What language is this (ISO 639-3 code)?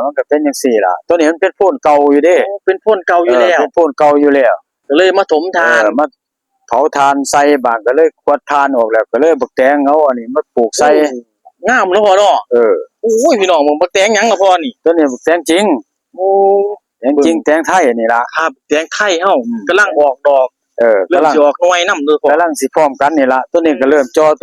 tts